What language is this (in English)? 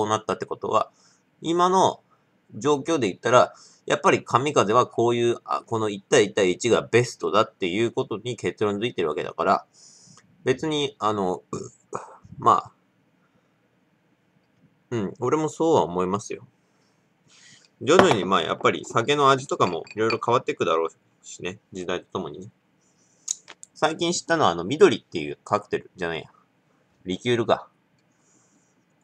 Japanese